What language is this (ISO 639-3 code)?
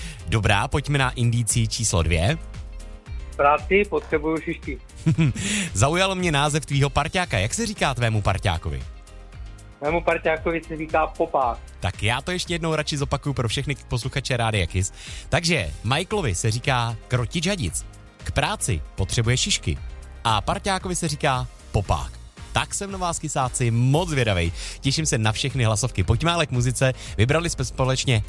ces